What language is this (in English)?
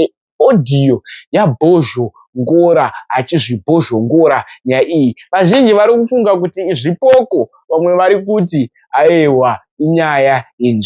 Shona